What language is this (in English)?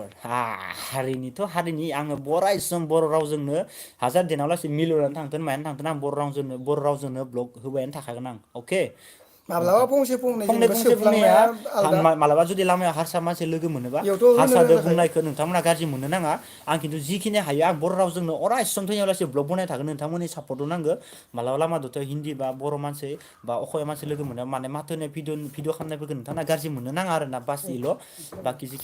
Bodo